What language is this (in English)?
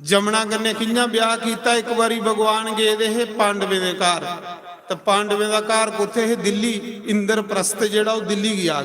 Dogri